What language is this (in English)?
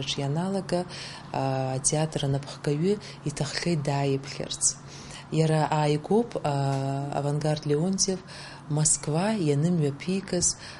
Abkhazian